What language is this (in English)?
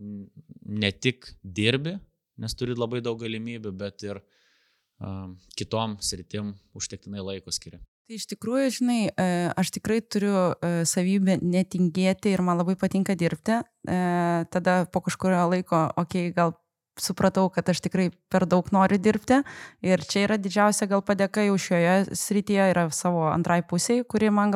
Lithuanian